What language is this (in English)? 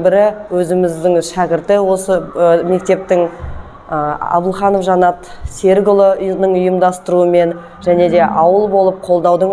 Kazakh